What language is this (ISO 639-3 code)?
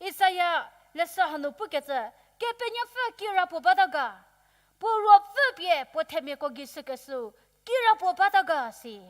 njm